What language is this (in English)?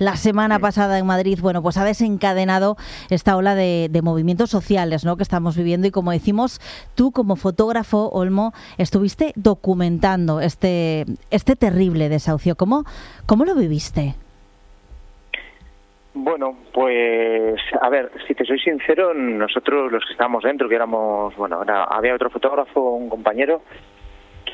Spanish